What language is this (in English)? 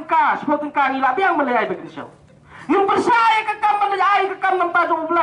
Khasi